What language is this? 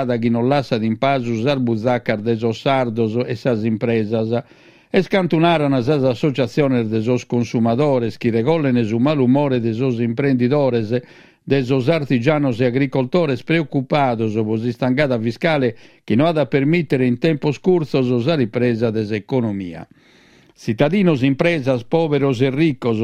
Sardinian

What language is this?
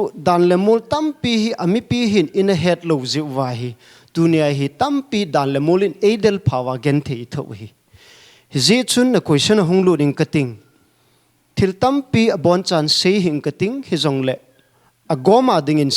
Paite Chin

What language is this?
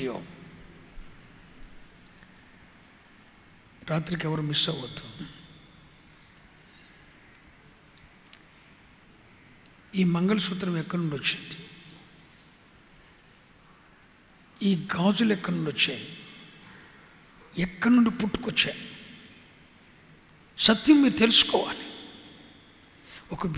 Telugu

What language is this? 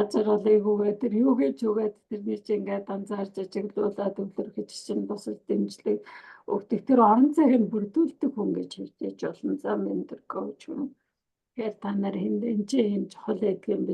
Mongolian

